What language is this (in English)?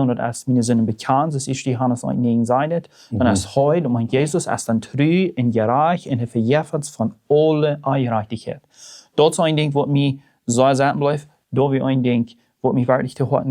Plautdietsch